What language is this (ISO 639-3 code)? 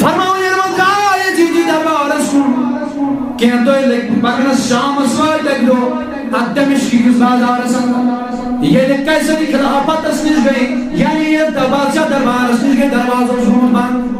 kas